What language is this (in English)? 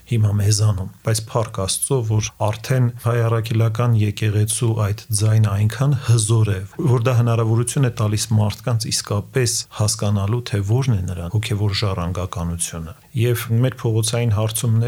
Armenian